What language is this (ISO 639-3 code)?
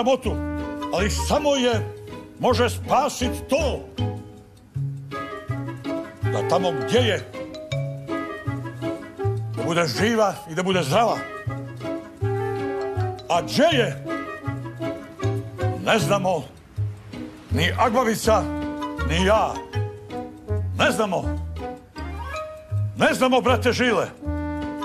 srp